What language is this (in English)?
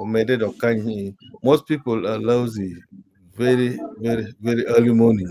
Acoli